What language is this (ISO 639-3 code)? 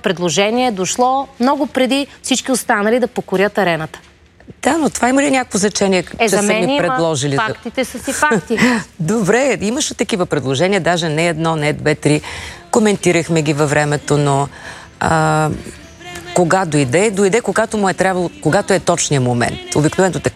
bul